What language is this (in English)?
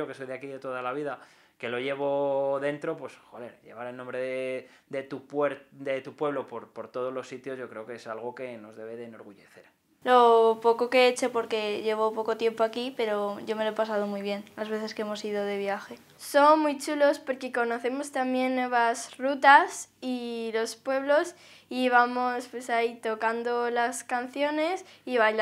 Spanish